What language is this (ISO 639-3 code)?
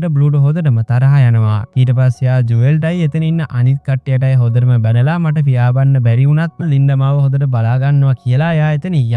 sin